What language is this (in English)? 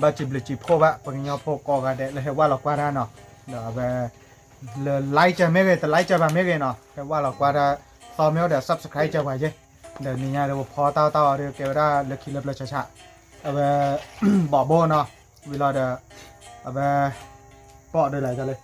S'gaw Karen